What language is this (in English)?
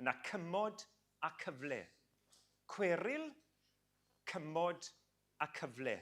Welsh